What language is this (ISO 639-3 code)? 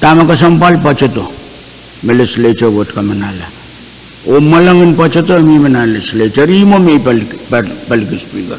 pon